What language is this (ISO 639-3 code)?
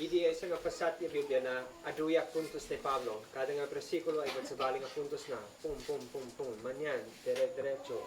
isd